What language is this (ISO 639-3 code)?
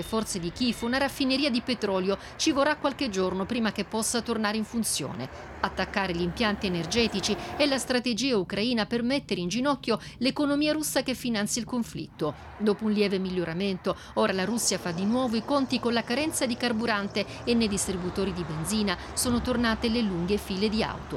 ita